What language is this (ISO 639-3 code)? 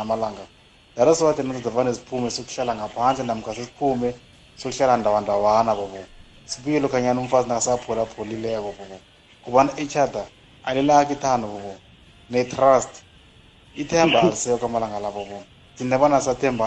nbl